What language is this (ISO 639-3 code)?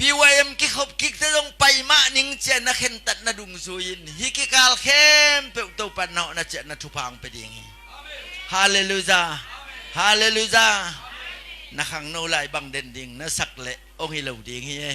ctd